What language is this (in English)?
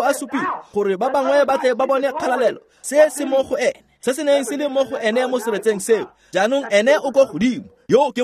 Tswana